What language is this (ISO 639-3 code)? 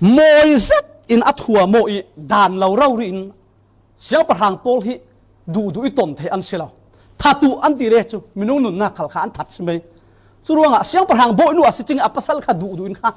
cfm